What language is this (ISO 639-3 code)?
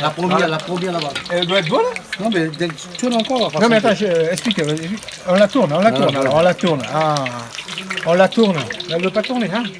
rcf